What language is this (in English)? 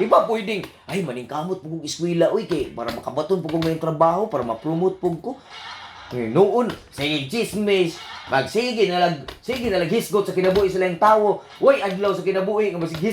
Cebuano